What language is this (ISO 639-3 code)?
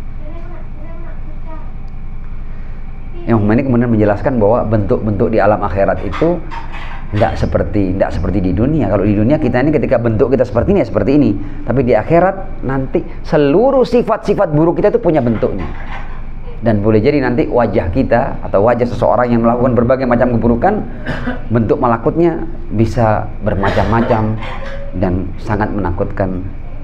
ind